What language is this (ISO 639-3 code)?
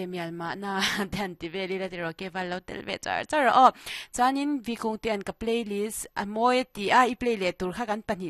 lus